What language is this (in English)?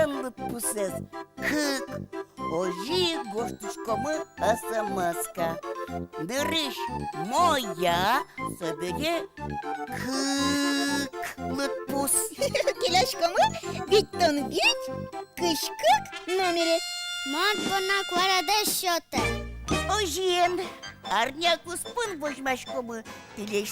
Udmurt